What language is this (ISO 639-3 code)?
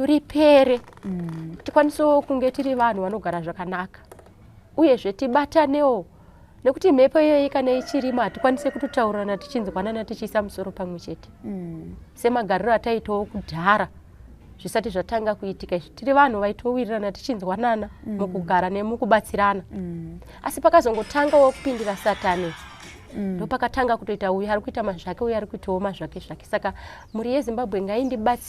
sna